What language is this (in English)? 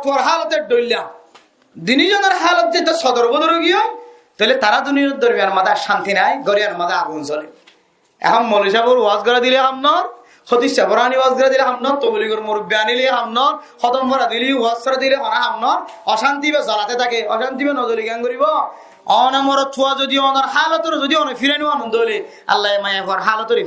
Rohingya